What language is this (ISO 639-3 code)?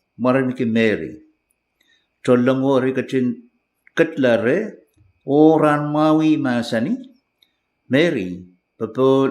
pon